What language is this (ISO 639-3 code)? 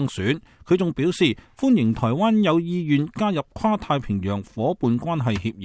yue